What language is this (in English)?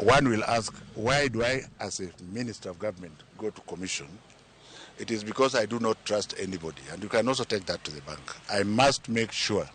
Luo (Kenya and Tanzania)